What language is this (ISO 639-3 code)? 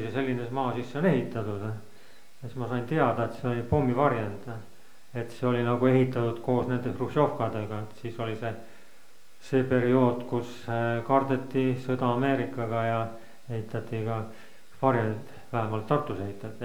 est